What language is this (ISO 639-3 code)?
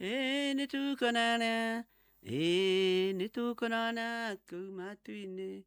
kik